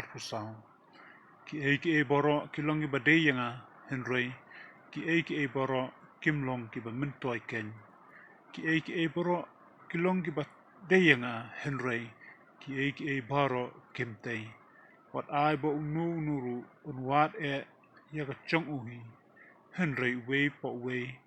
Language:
Khasi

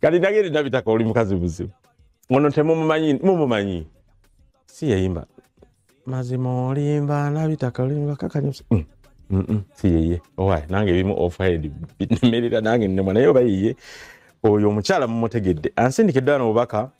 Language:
Ganda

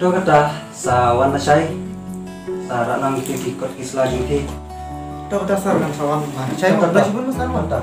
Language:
Khasi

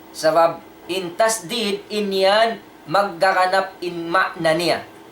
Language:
Tausug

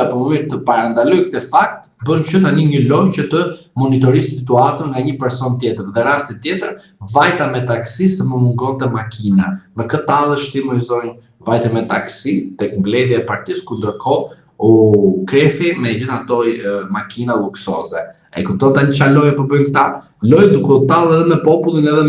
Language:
Albanian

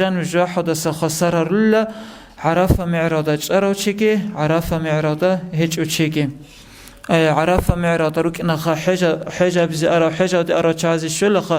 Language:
Avaric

